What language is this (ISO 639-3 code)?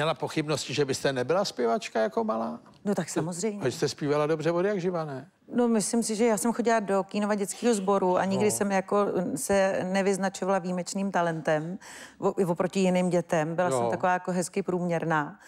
ces